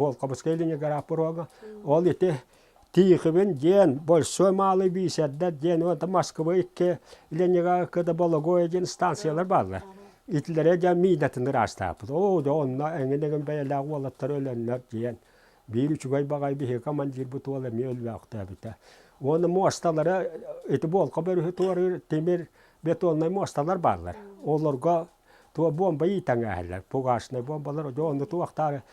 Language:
Yakut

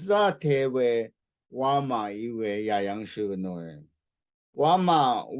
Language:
Rawang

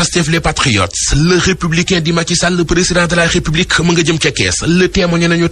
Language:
Wolof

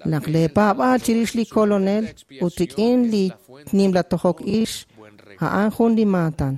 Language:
Kekchí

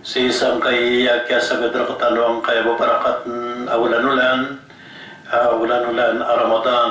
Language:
Maranao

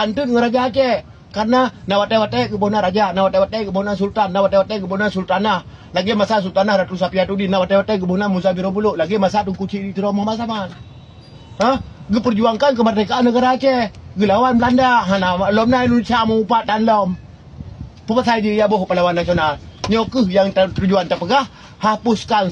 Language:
Achinese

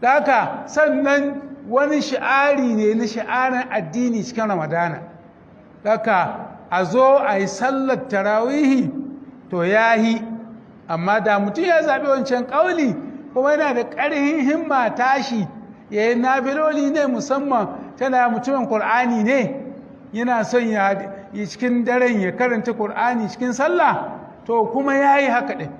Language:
Hausa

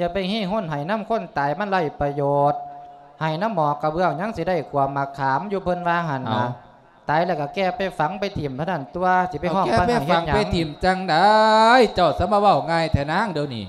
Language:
Lao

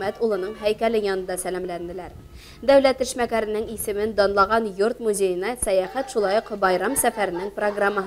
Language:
Bashkir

